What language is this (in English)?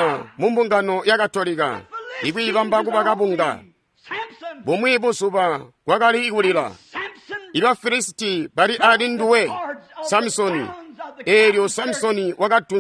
Tonga (Zambia)